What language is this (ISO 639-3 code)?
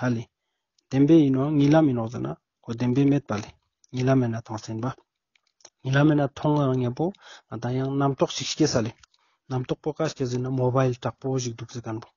lbj